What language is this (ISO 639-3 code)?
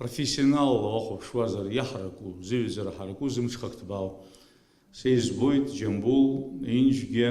abk